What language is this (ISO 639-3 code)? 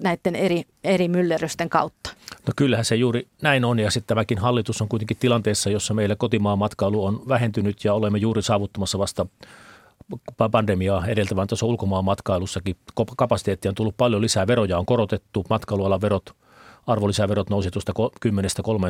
fin